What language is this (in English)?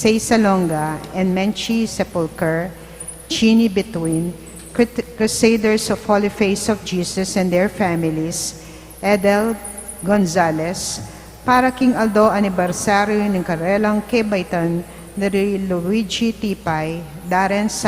Pampanga